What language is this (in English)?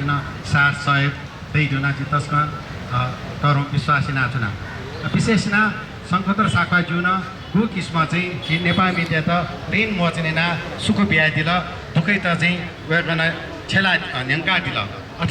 Newari